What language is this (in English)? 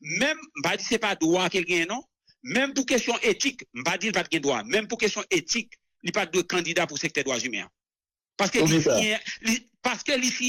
Haitian Creole